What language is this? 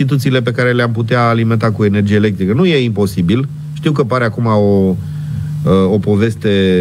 Romanian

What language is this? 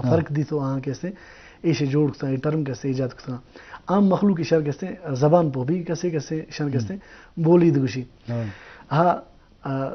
Eastern Balochi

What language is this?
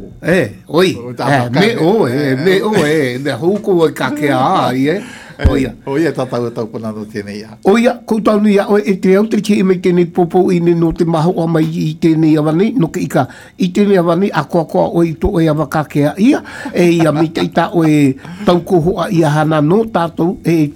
Galician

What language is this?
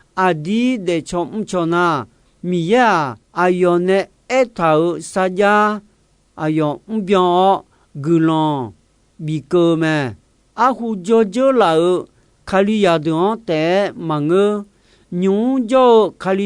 Akha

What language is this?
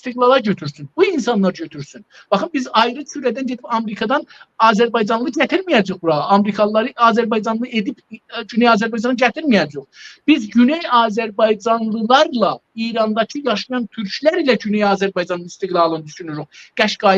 South Azerbaijani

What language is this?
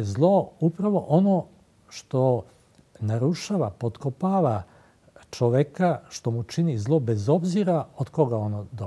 Serbian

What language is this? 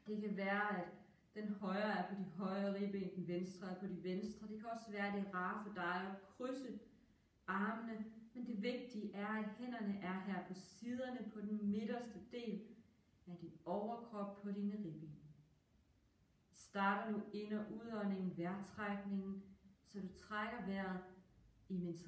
Danish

